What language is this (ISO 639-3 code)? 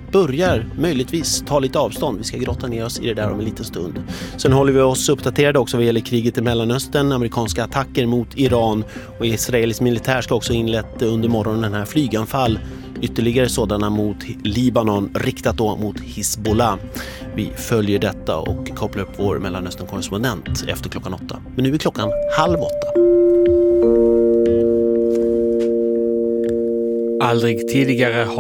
swe